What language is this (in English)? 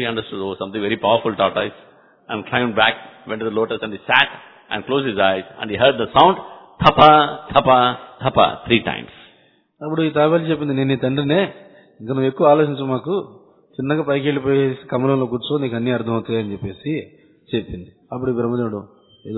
Telugu